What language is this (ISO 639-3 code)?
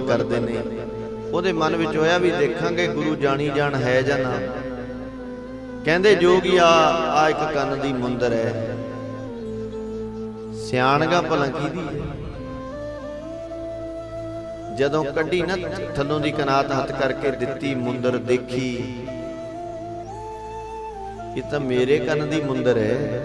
pan